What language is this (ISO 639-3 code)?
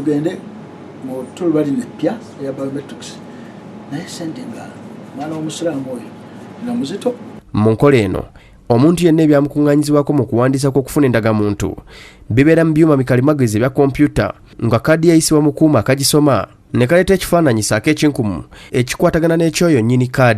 lug